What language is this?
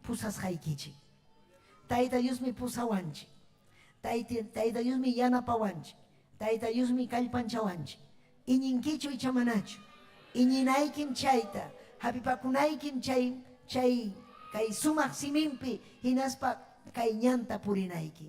Ayacucho Quechua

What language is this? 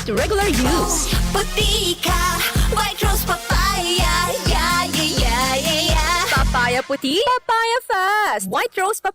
Bikol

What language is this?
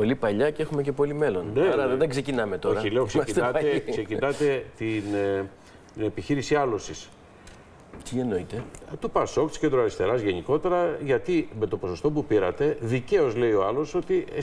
Greek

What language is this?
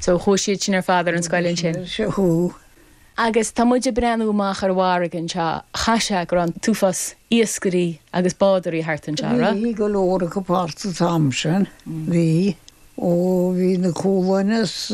Irish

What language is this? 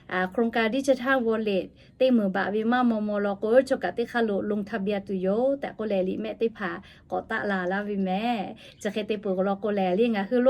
Lahu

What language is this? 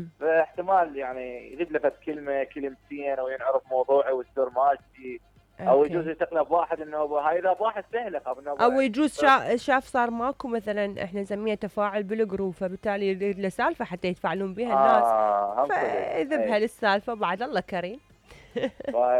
Mesopotamian Arabic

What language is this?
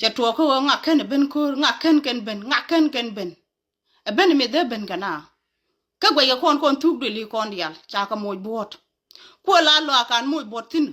Nuer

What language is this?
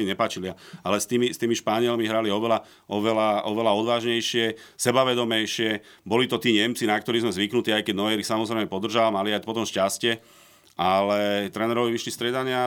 Slovak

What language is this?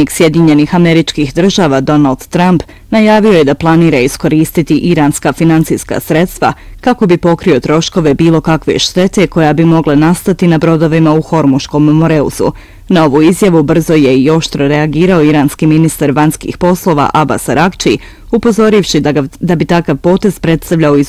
Bosnian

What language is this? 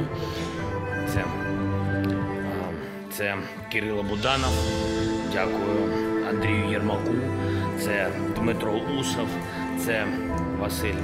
Ukrainian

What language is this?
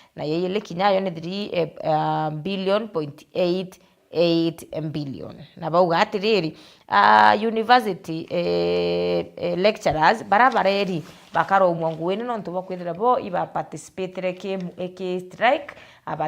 Meru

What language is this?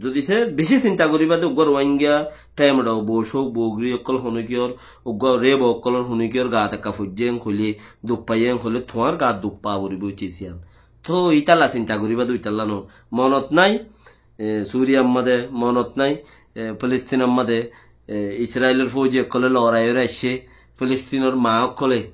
Rohingya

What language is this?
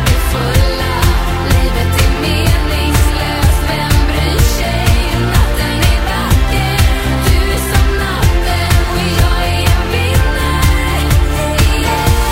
Swedish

